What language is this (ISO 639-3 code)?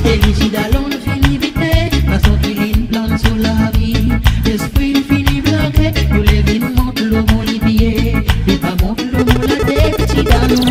crs